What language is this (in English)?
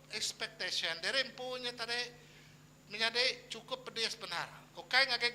Iban